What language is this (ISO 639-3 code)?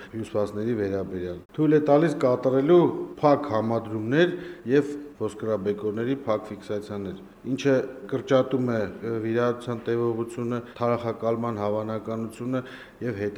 hye